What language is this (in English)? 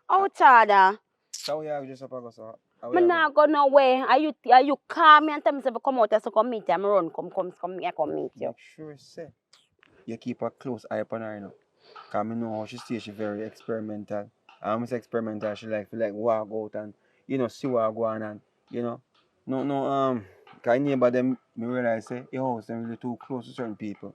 Jamaican Creole English